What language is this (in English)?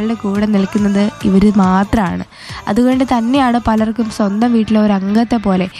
Malayalam